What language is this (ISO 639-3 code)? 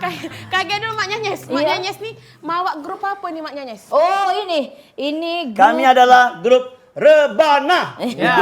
mui